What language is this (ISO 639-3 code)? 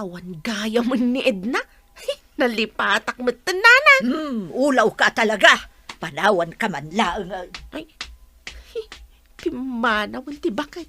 ilo